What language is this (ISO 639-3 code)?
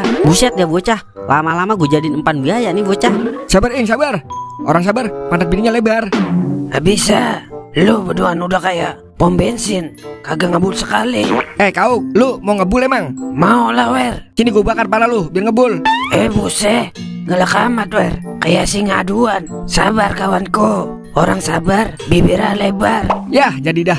bew